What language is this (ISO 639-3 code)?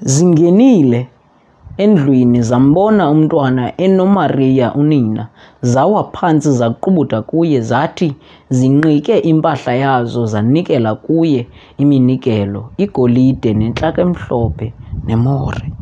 xho